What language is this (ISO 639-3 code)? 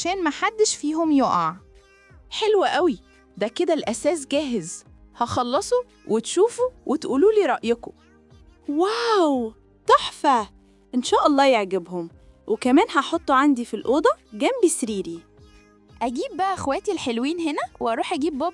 arz